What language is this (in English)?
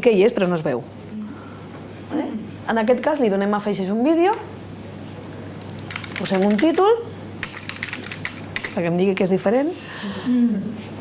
Catalan